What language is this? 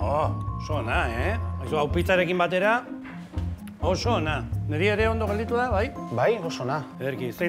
Basque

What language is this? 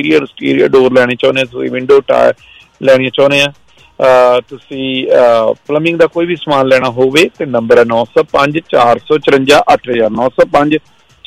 Punjabi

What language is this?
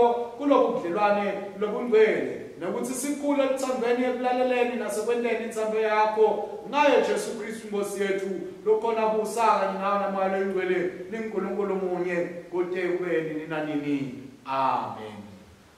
Swati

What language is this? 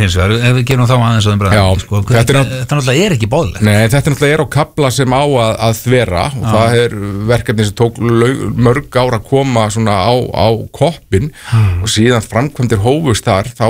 Icelandic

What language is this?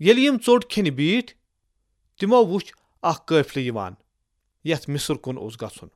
Kashmiri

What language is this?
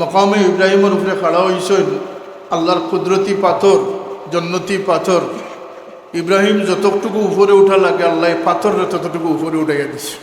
Sylheti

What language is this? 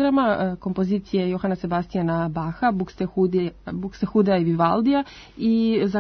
Serbian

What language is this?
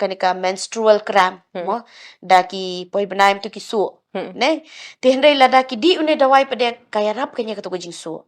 Khasi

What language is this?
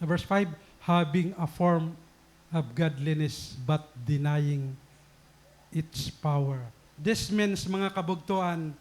Waray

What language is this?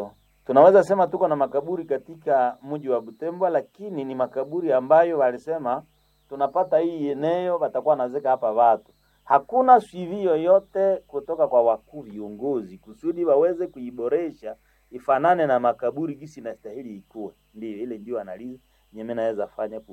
Swahili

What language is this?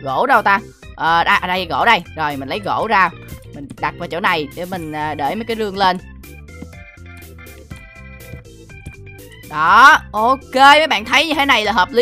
Vietnamese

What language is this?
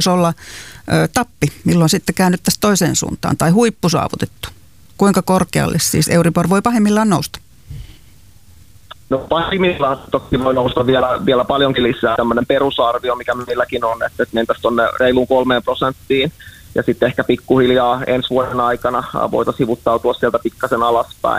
Finnish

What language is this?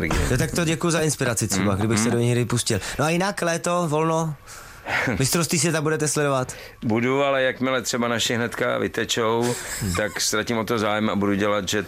Czech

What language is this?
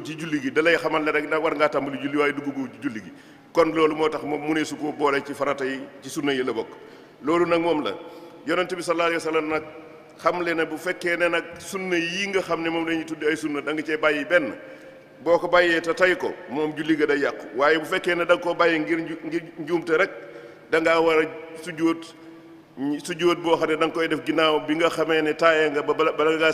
Wolof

